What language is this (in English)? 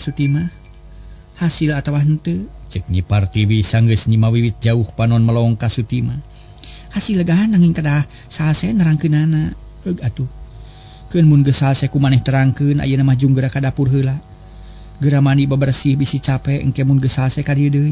Sundanese